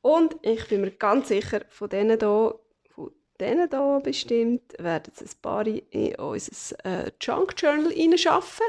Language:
Swiss German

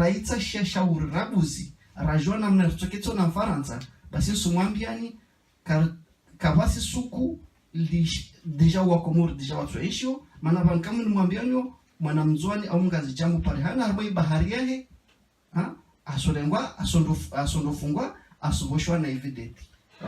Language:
Ngazidja Comorian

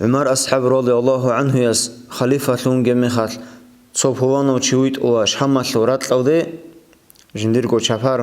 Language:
Avaric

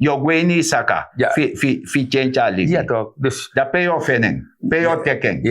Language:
Sranan Tongo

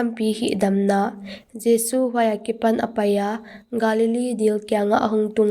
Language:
Paite Chin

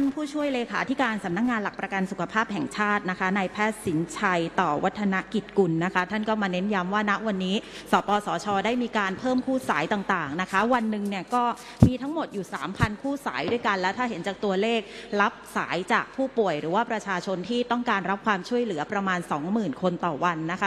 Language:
Thai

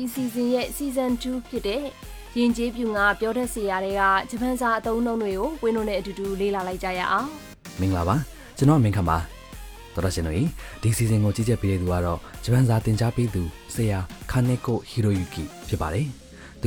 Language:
Burmese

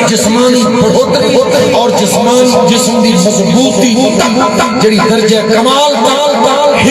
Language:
Saraiki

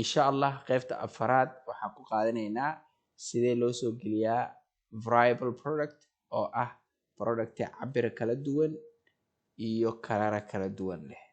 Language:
Somali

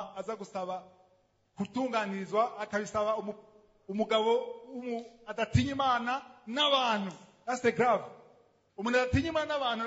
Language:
Rundi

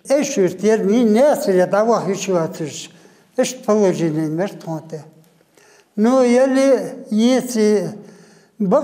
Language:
Ingush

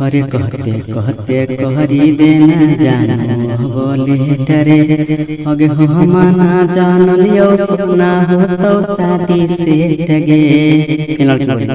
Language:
Magahi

